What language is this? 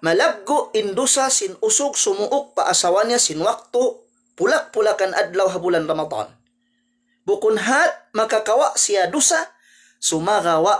Tausug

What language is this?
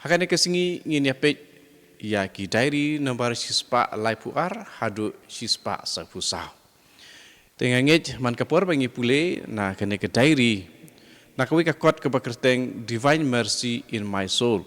Khasi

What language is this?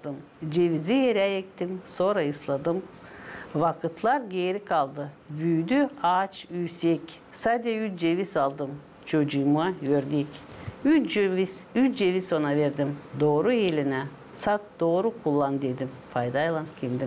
Gagauz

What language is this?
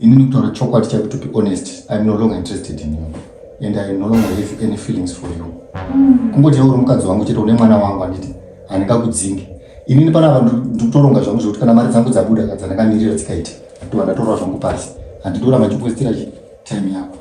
Shona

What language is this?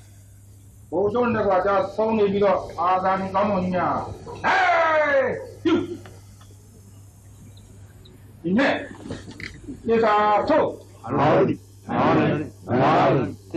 Burmese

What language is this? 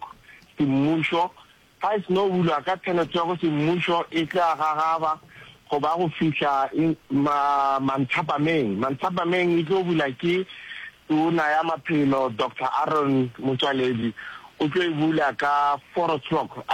Northern Sotho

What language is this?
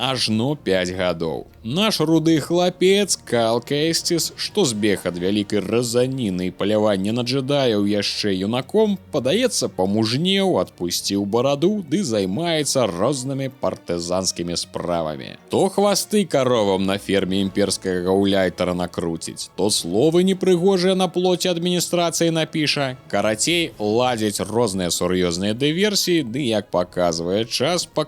Belarusian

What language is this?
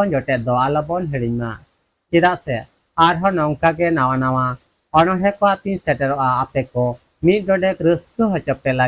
Santali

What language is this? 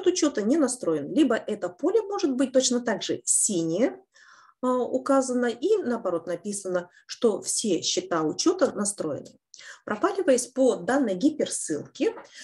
Russian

